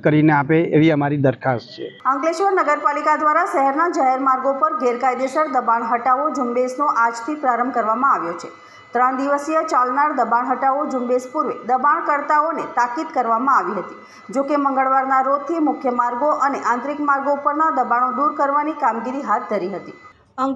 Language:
Gujarati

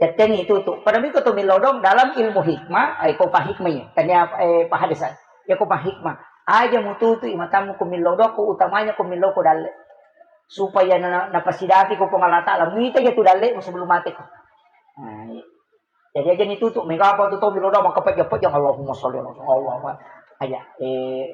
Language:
Buginese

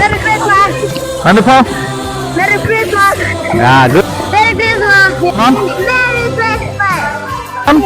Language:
Karbi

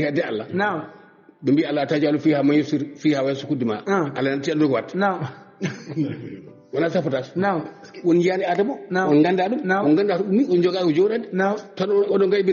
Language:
Fula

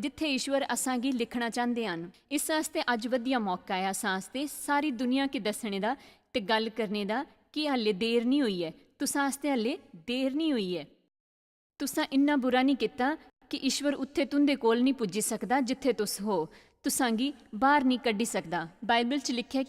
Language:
Dogri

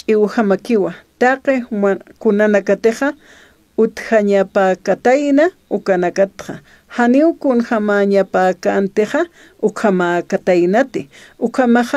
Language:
Aymara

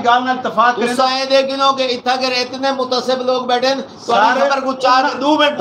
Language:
Saraiki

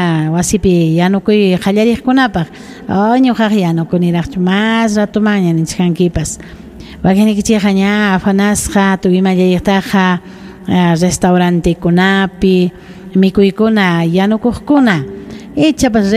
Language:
Ayacucho Quechua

